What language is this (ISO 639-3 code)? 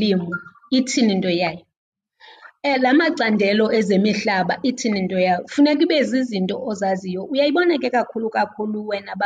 xho